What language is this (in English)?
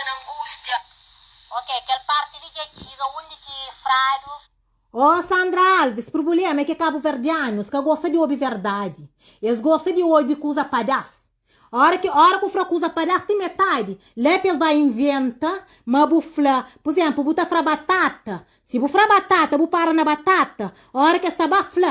Kabuverdianu